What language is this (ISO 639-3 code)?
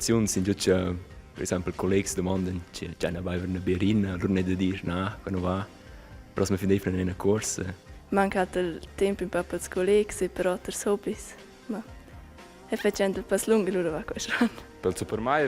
roh